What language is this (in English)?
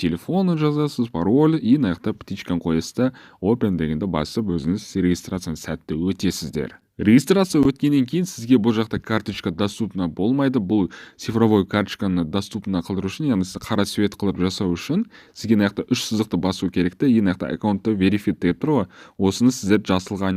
Kazakh